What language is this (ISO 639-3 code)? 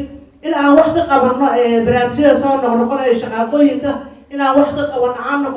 som